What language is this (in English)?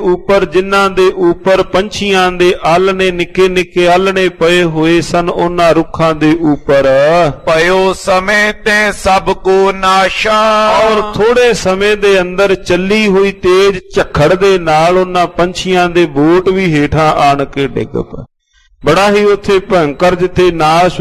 Punjabi